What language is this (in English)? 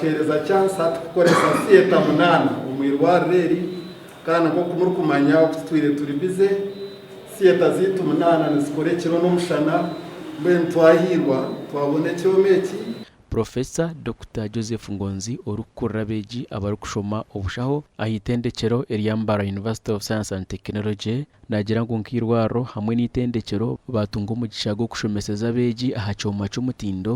Nyankole